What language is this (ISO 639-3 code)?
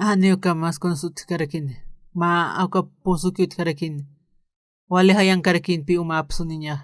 aym